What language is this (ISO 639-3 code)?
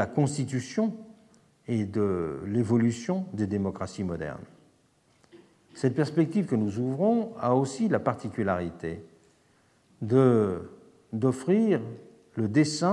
fra